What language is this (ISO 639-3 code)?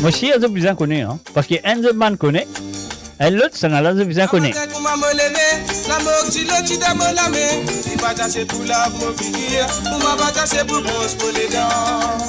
mfe